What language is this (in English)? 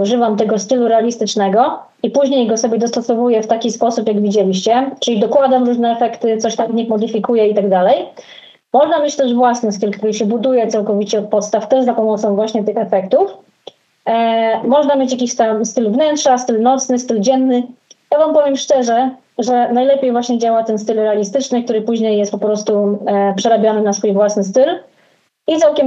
Polish